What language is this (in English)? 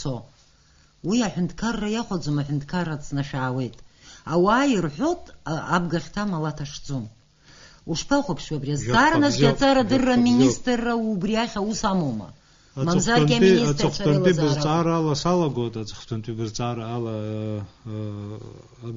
Abkhazian